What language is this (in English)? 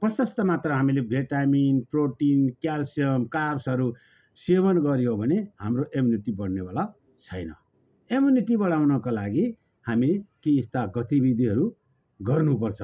Nepali